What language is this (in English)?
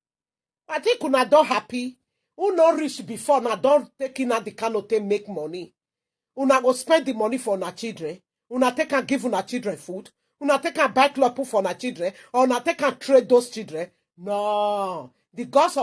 Nigerian Pidgin